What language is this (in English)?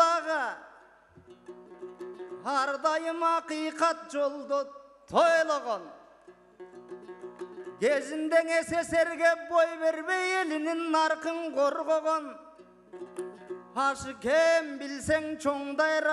Kyrgyz